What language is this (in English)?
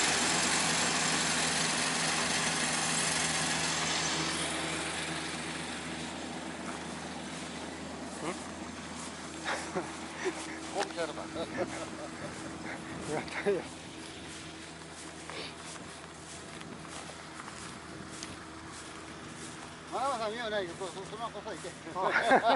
Japanese